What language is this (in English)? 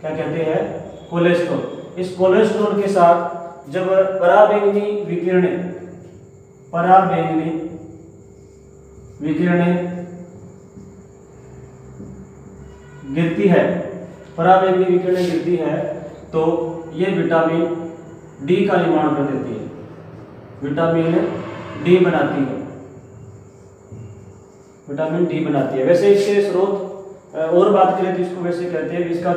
Hindi